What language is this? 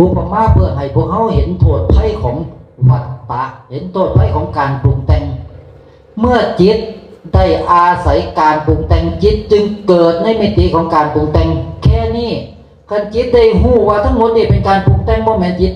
Northeastern Thai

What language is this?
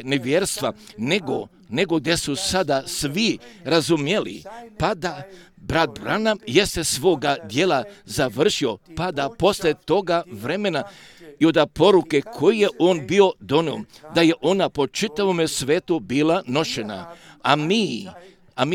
Croatian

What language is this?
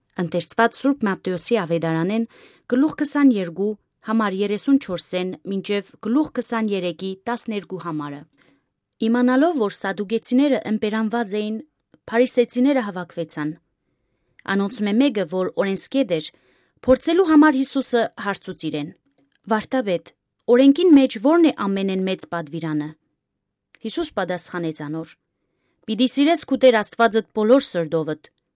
Western Armenian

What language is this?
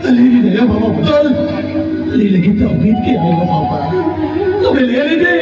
Santali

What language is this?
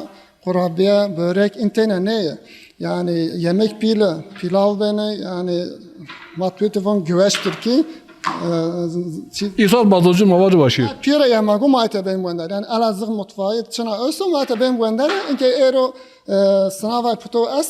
Zaza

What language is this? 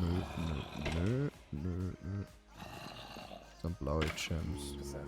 Bavarian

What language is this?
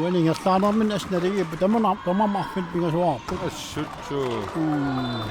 Kalaallisut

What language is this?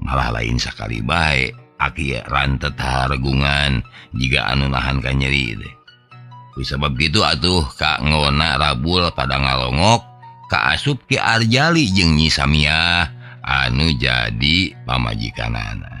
Sundanese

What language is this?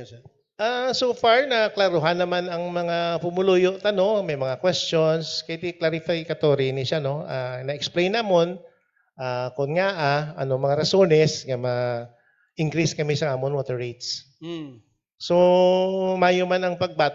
Hiligaynon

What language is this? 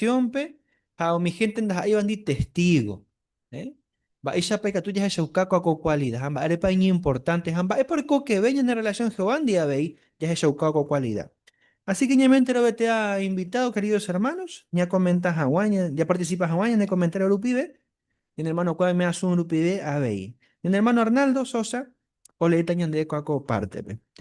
Guarani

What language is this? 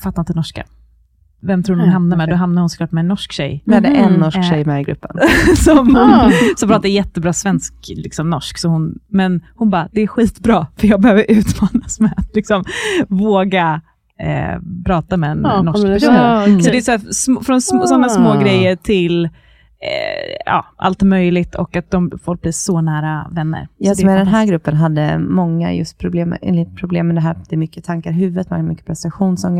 Swedish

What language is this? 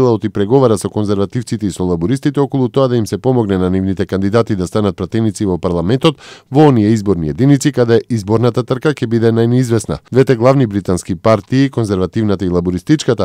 Macedonian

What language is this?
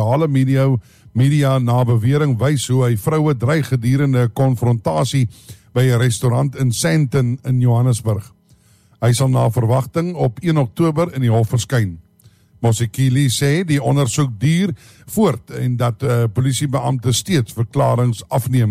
Afrikaans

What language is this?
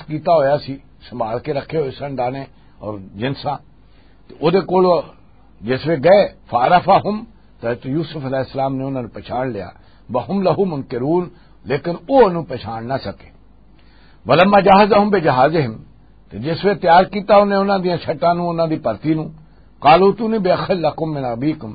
Western Panjabi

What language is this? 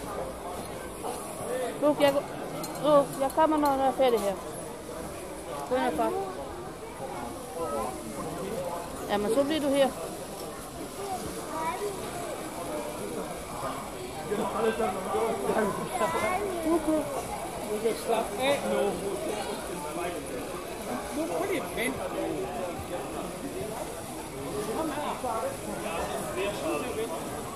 Danish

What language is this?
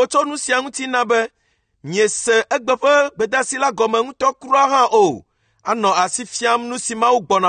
Ewe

